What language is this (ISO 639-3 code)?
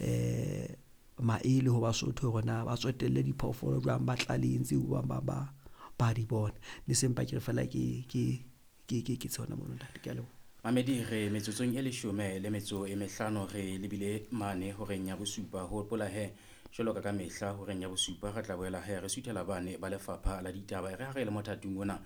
sot